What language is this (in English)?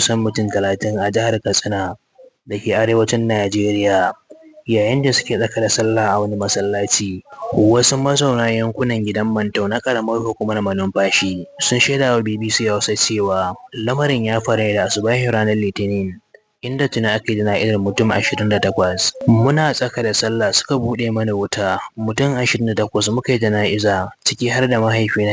Hausa